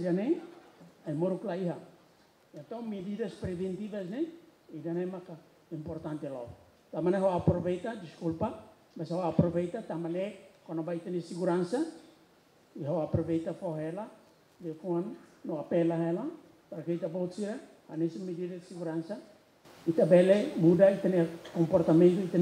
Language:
Tetum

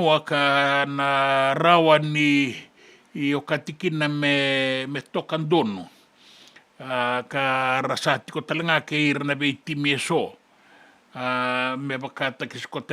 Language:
Fijian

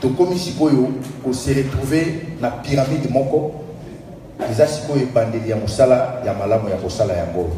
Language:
Lingala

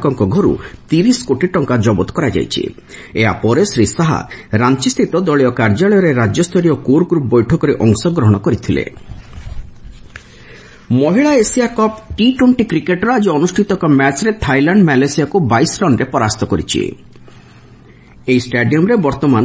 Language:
Odia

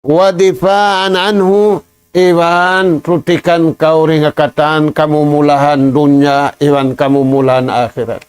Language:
Tausug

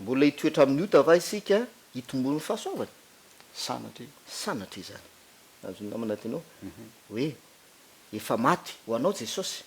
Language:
Malagasy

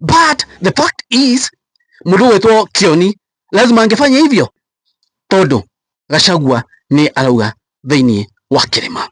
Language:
Kikuyu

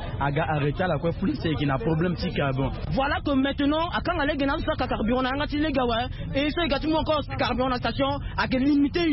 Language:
Sango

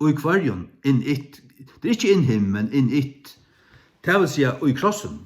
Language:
Faroese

